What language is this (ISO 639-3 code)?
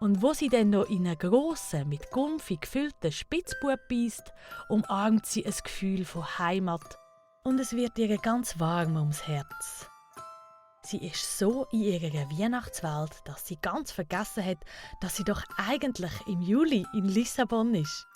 gsw